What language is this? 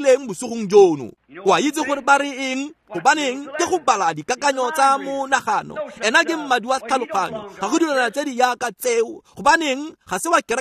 Tswana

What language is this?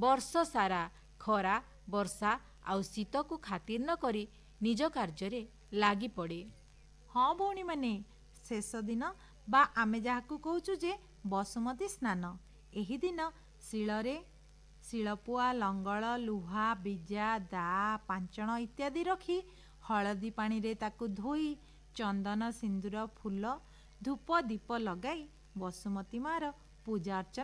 Odia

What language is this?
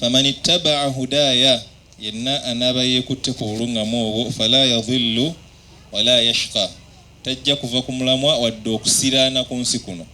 Ganda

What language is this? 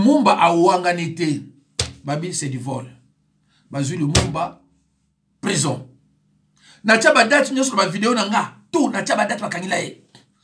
Lingala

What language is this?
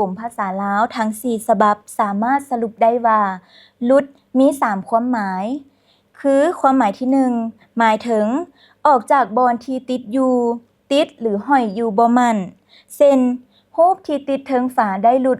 Lao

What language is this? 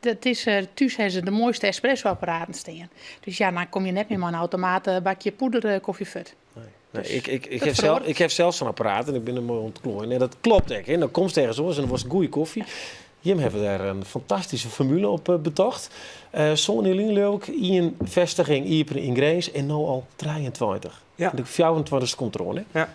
Western Frisian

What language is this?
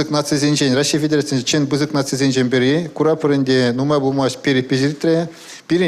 Chuvash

